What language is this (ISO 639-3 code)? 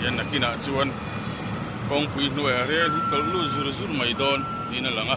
lus